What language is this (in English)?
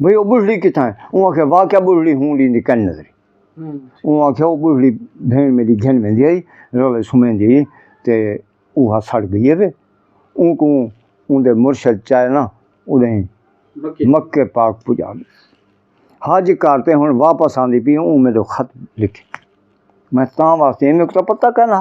Saraiki